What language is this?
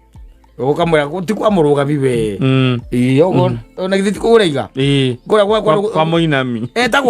Kikuyu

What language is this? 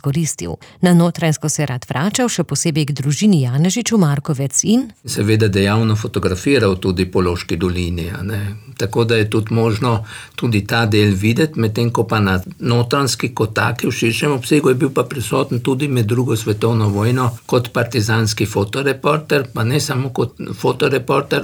Slovenian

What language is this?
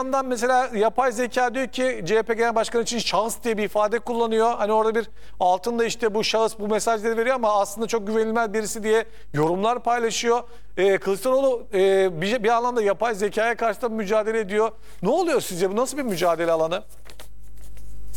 Turkish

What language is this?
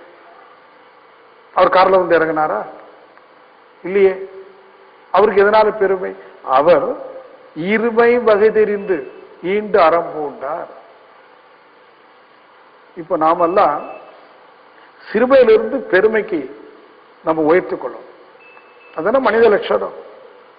Tamil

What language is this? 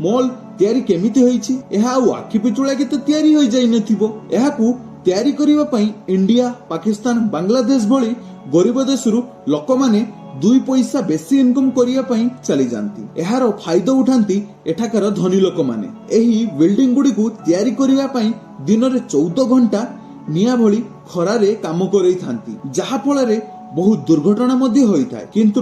Odia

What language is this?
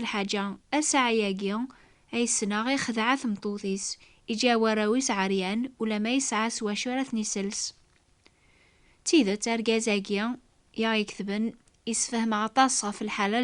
Kabyle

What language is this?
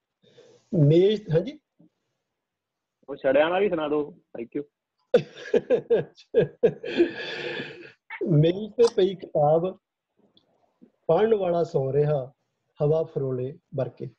Punjabi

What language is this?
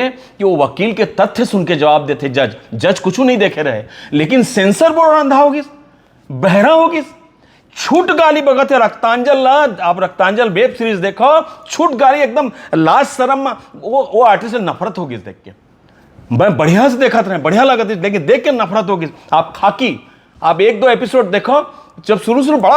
Chhattisgarhi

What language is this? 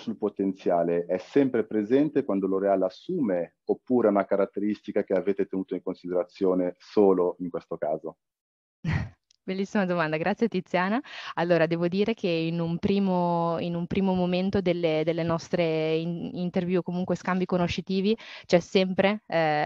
Italian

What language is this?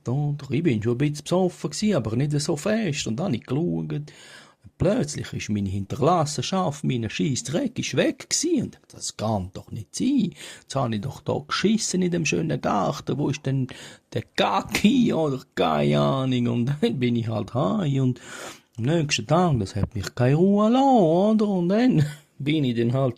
Swiss German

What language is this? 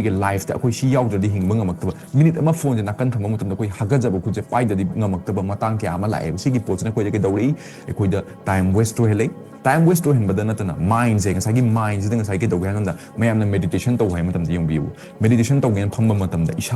Manipuri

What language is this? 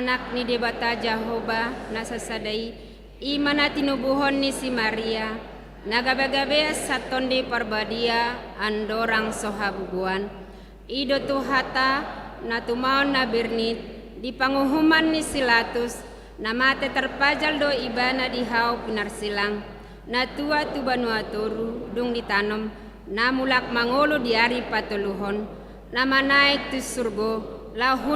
Batak Toba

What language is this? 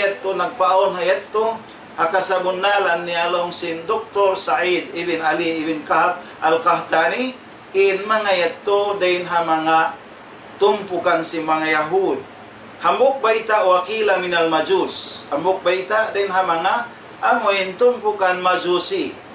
Tausug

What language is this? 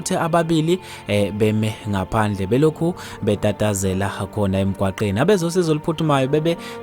Zulu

